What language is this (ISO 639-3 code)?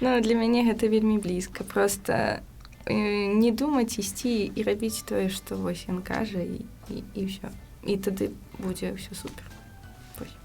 bel